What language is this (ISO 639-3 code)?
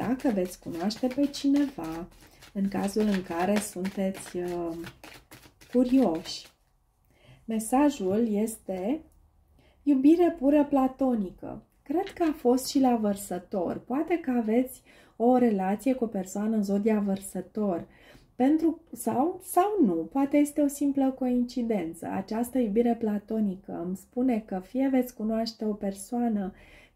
ron